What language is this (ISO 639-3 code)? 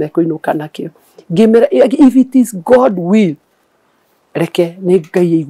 kik